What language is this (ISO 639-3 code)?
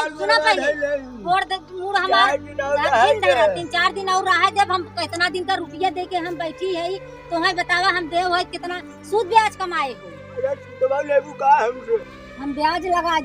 awa